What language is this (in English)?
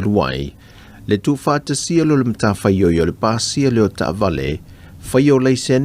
Samoan